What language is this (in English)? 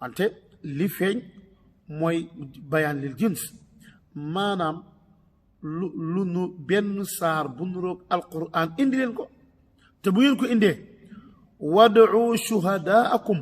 Wolof